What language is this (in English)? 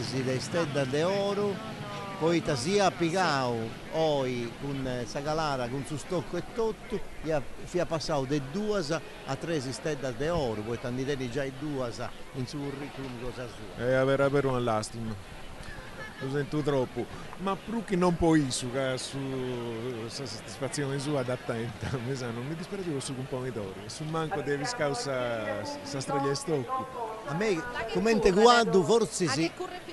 Sardinian